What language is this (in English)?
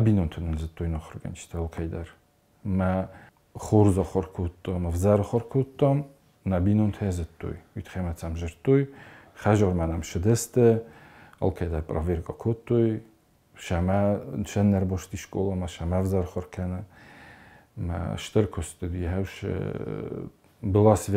Ossetic